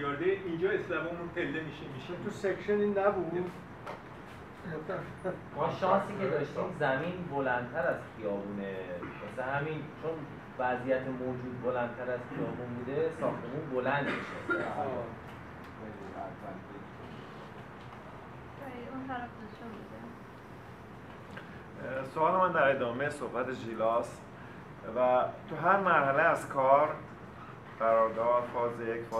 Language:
Persian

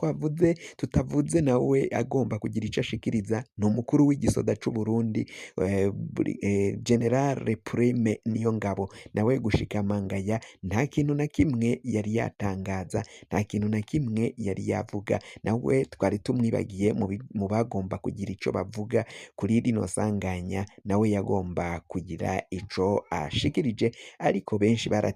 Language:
Rundi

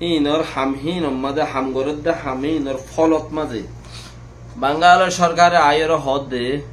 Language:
Rohingya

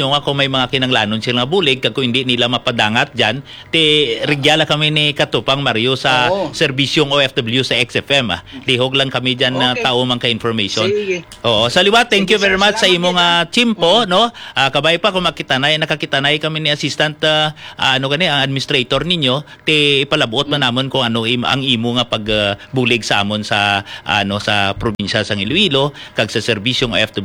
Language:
Hiligaynon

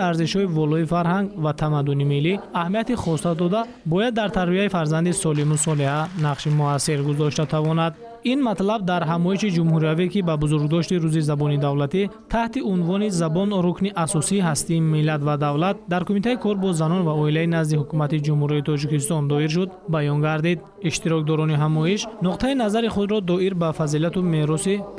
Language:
Tajik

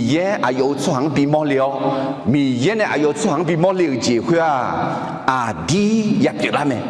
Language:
Akha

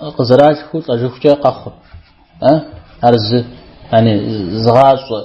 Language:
Kabardian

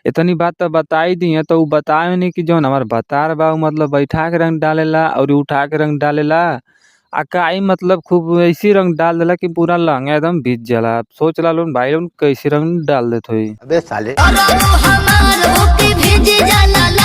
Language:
Bhojpuri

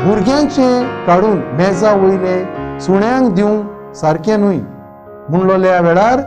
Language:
Konkani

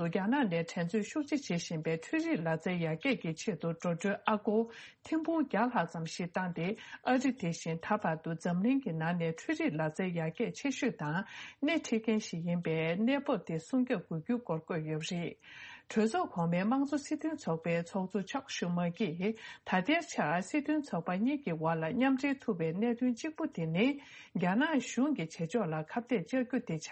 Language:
Tibetan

